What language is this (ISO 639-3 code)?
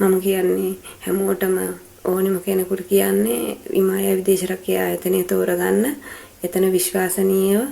sin